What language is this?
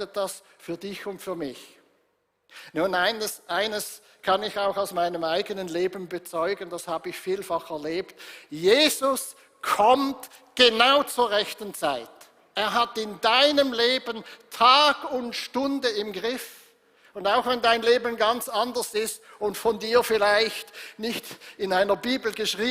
Swiss German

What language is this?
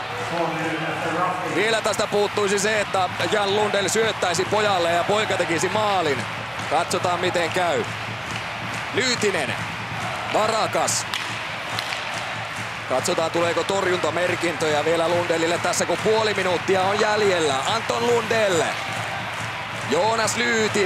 Finnish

